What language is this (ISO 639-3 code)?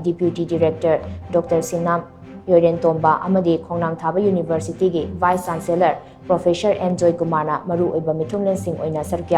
mni